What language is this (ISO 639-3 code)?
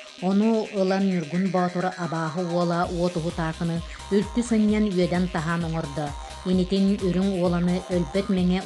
sah